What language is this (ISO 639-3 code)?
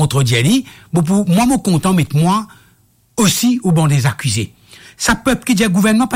mfe